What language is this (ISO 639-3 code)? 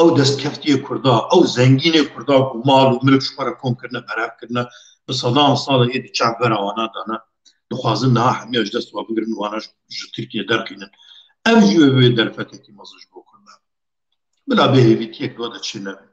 kur